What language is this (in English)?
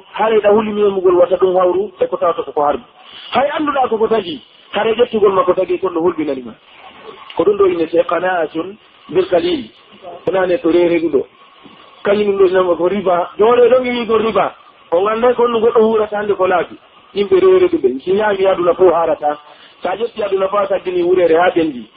Pular